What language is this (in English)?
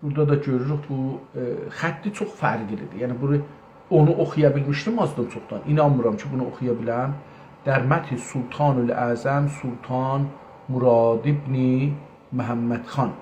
South Azerbaijani